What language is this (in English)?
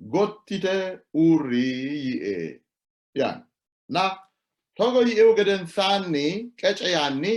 Sidamo